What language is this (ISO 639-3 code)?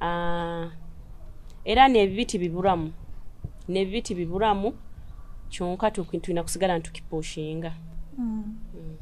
nyo